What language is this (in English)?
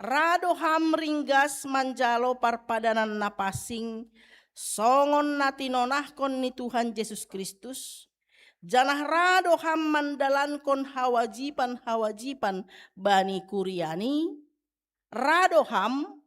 Batak Simalungun